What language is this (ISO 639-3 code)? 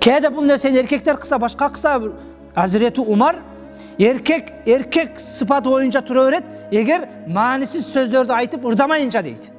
kir